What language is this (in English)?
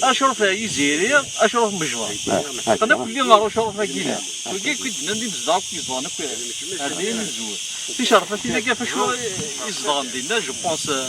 Kabyle